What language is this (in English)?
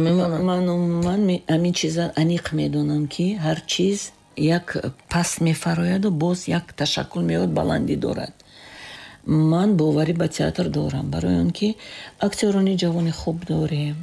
Tajik